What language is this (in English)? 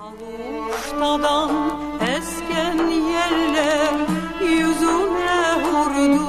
Crimean Tatar